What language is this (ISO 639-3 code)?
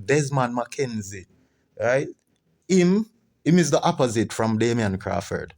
jam